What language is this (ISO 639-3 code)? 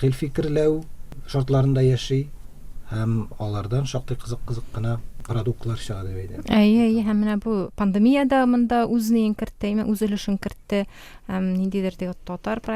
tat